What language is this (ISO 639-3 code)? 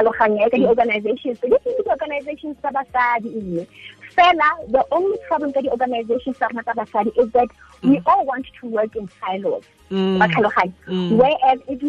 tsn